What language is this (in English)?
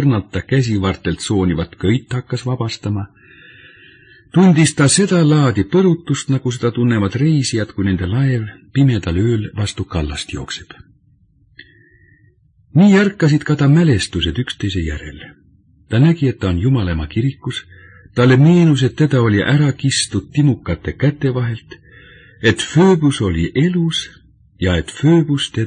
Estonian